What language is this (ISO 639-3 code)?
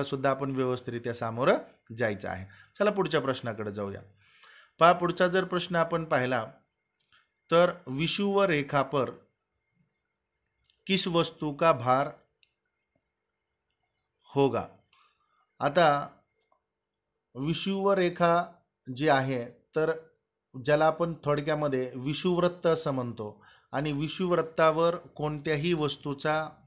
mar